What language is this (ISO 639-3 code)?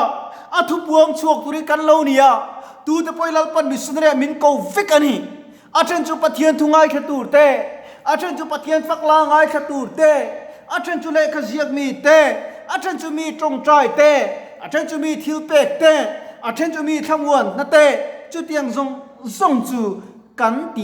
lus